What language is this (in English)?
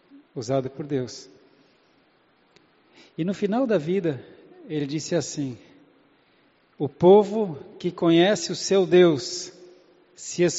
Portuguese